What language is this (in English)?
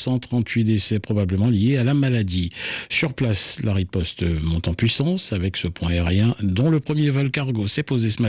French